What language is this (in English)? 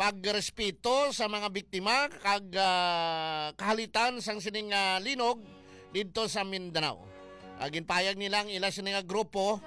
Hiligaynon